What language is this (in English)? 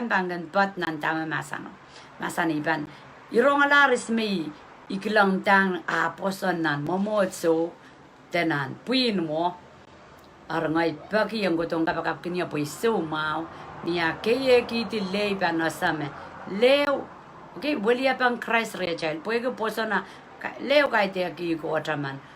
Pohnpeian